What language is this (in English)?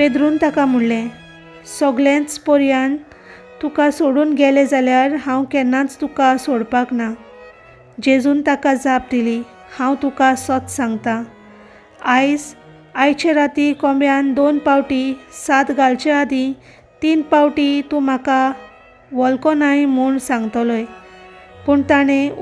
Konkani